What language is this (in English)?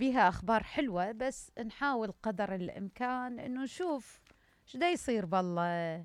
Mesopotamian Arabic